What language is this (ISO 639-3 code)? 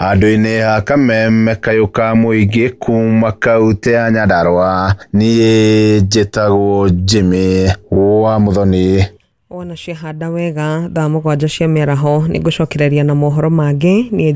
kik